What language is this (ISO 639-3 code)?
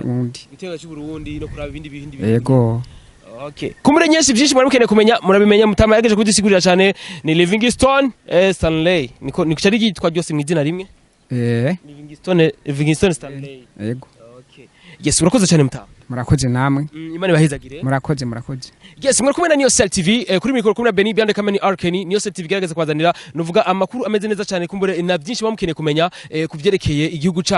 run